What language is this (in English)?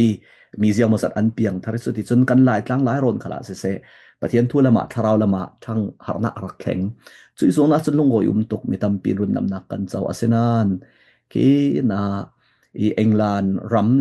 Falam Chin